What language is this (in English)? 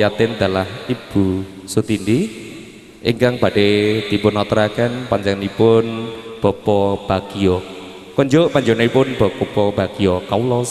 Javanese